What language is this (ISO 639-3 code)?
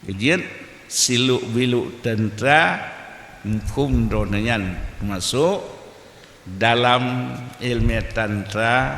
ace